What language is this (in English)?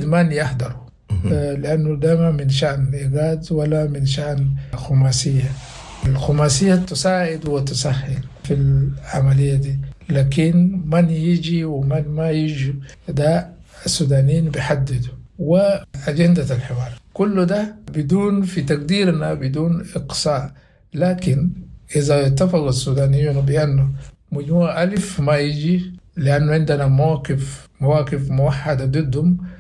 Sudanese Arabic